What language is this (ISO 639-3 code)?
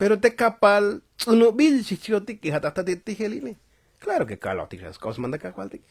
tzo